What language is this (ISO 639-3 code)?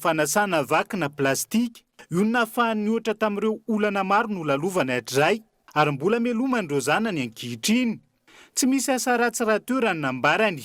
mlg